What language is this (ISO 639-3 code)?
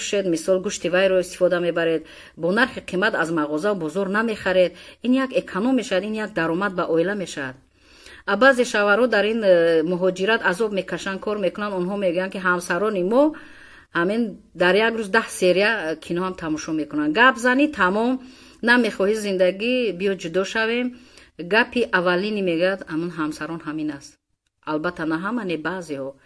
tgk